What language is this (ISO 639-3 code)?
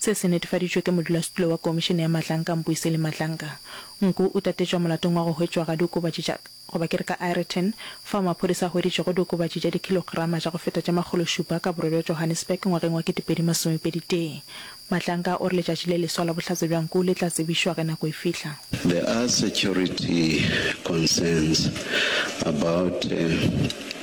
nso